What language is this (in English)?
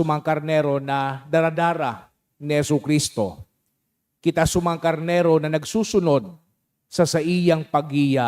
Bikol